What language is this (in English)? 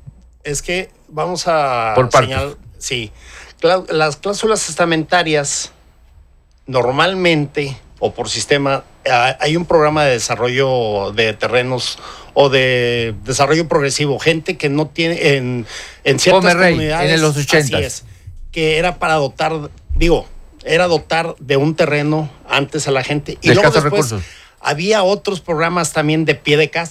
Spanish